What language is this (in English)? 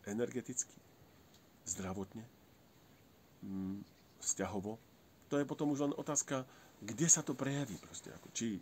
Slovak